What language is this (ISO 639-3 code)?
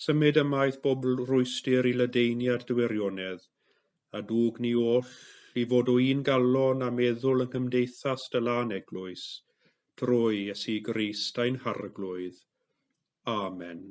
cym